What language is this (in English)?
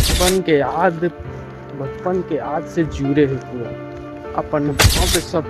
Chhattisgarhi